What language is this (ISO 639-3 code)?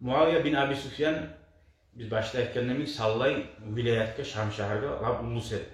kum